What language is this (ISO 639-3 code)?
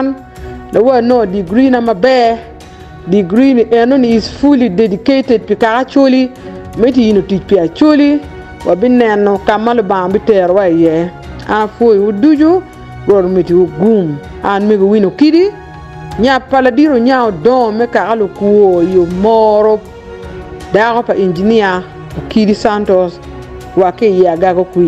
ach